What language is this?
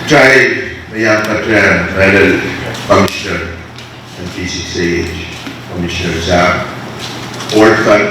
Pohnpeian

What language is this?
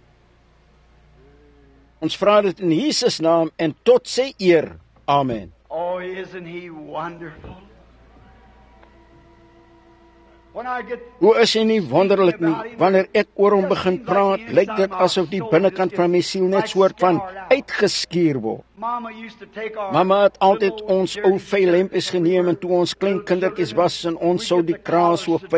Afrikaans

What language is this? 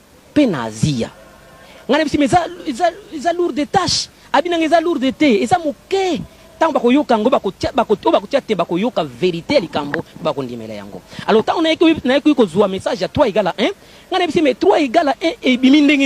Lingala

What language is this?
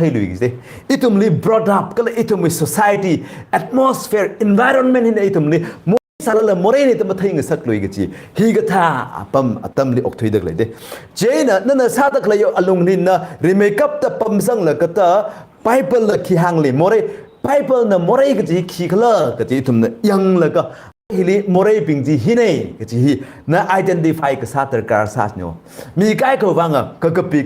Tangkhul Naga (India)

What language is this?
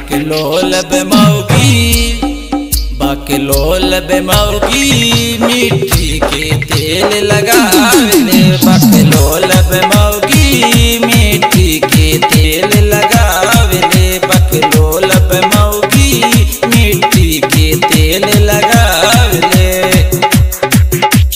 Bhojpuri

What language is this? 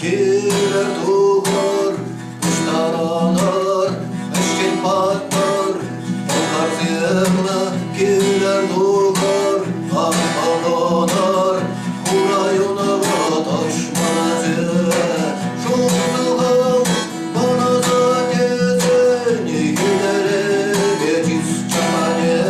Chuvash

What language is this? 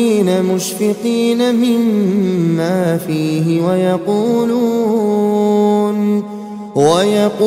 Arabic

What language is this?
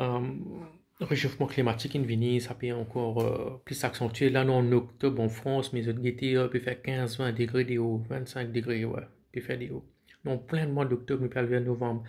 Morisyen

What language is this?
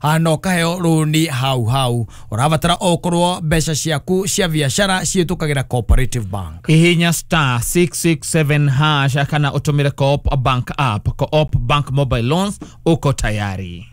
Kikuyu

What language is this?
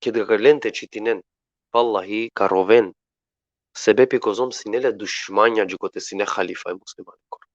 Balkan Romani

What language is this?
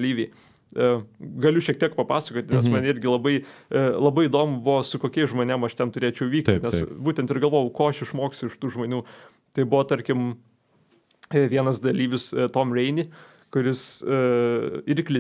Lithuanian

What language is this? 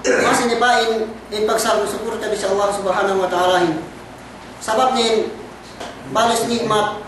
Yakan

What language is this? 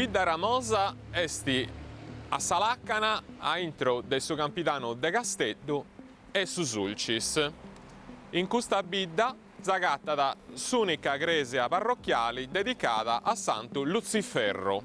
Sardinian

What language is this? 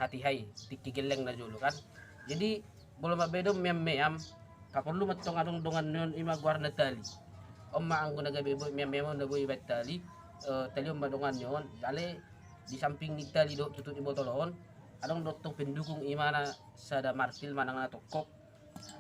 Batak Toba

